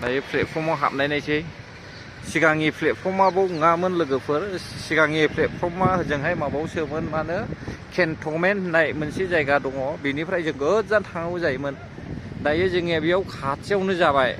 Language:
Bodo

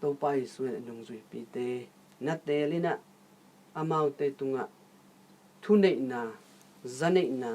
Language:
Tedim Chin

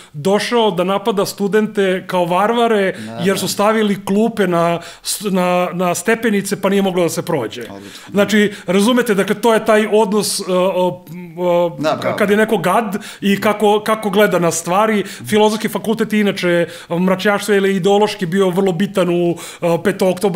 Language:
Serbian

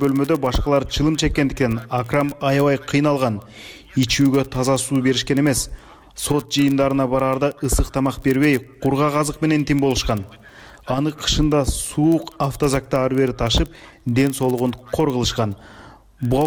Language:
Kyrgyz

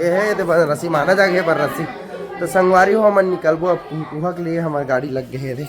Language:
Chhattisgarhi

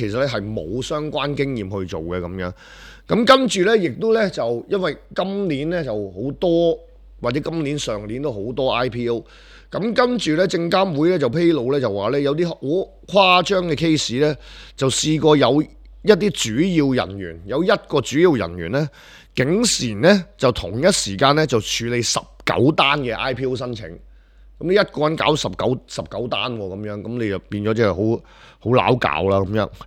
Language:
Cantonese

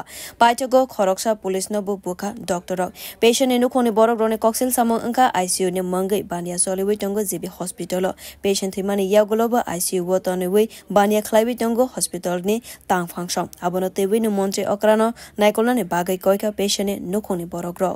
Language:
Kok Borok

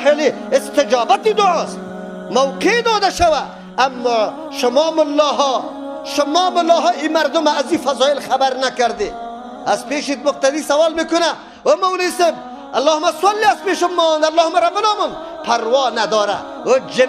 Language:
Persian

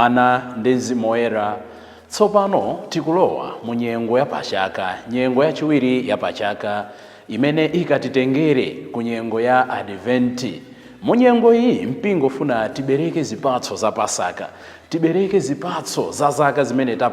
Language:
Nyanja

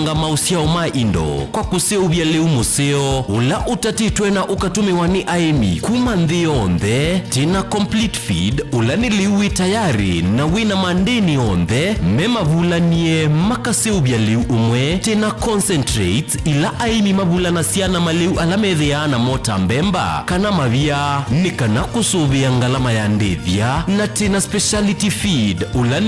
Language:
Kamba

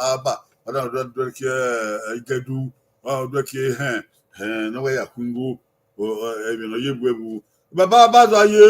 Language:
Bini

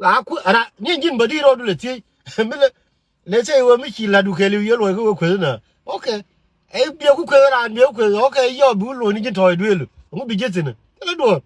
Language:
Nuer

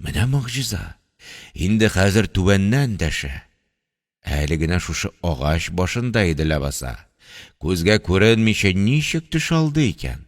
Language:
Tatar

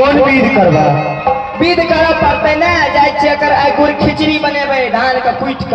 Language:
Maithili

